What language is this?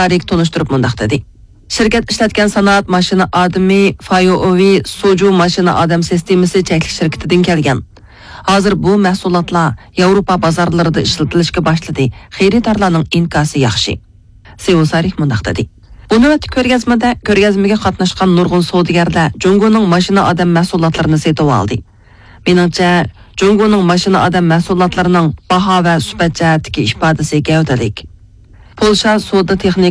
Uyghur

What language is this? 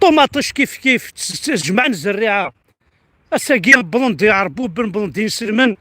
Kabyle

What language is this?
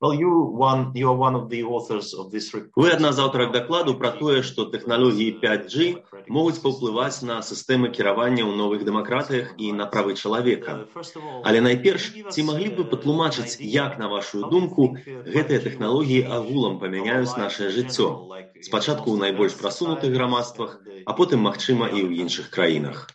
Belarusian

